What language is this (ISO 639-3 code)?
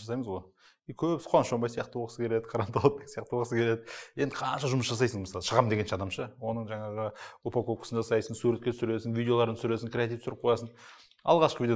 kaz